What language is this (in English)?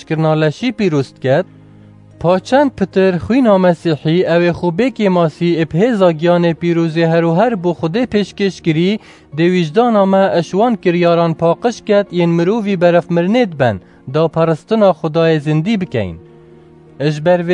Kurdish